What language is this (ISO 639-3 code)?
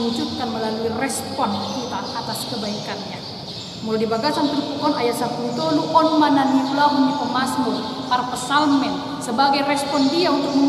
bbc